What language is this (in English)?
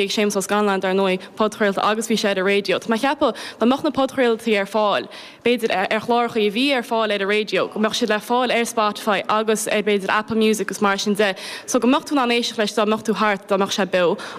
Irish